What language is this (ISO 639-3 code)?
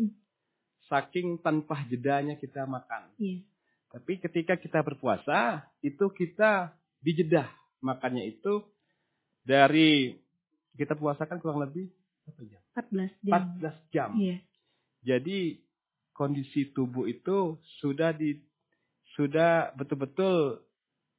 ind